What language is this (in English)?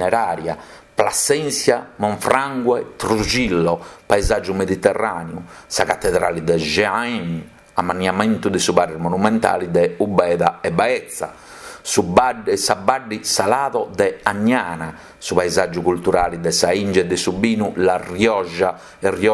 Sardinian